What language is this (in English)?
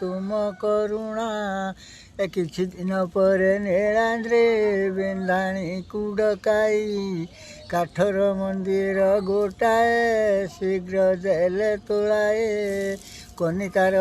Odia